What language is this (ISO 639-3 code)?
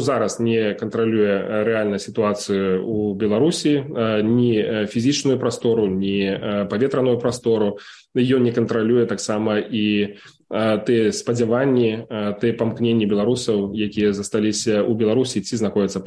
bel